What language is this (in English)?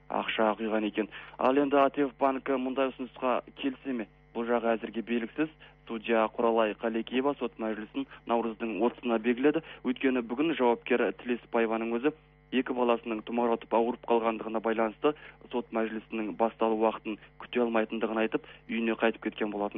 Kazakh